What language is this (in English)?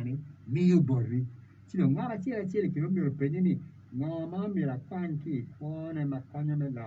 Acoli